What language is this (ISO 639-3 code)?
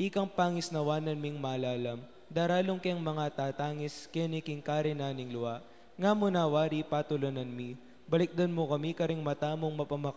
pam